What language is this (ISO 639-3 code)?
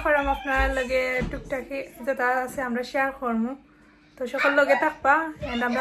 syl